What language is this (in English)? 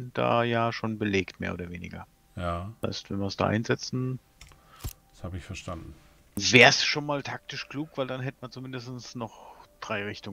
German